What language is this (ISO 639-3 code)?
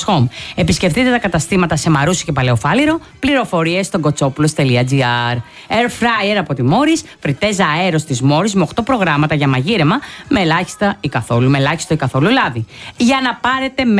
ell